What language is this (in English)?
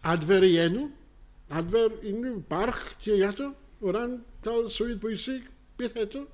Welsh